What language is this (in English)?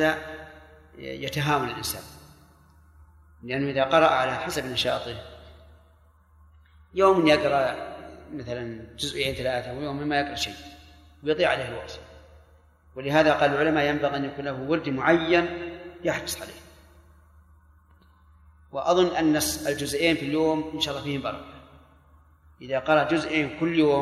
Arabic